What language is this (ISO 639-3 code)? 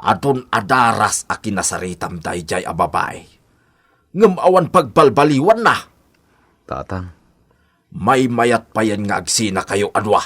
ilo